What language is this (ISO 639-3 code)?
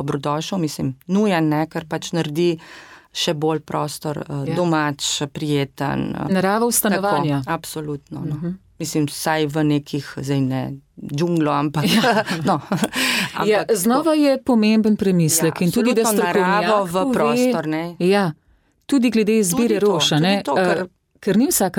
slv